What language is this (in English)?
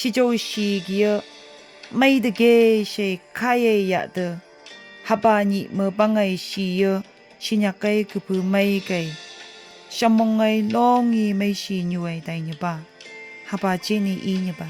Phom Naga